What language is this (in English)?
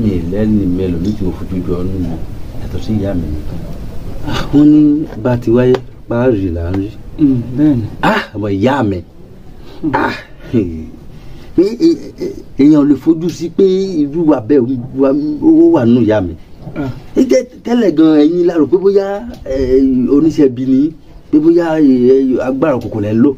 Yoruba